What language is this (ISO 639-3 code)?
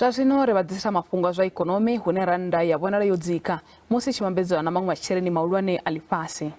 ven